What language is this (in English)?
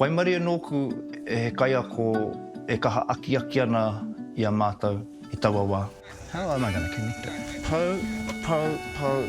Māori